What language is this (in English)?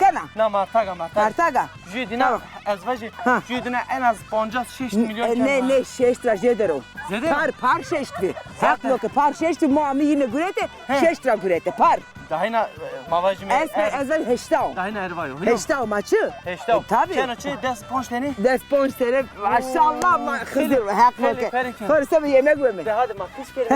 Zaza